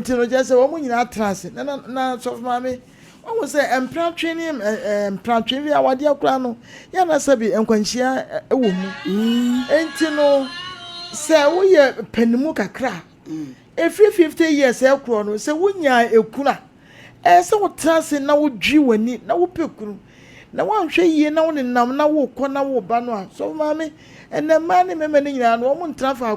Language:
Akan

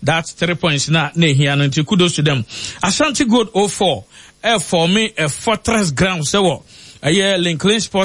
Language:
Akan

